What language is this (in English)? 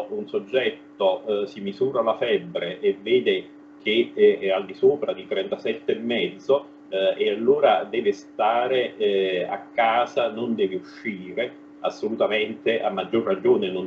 Italian